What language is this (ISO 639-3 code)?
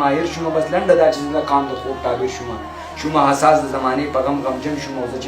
pus